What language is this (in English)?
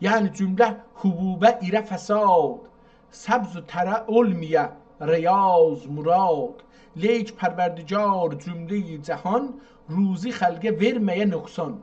South Azerbaijani